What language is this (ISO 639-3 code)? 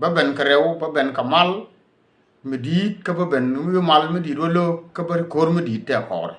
nus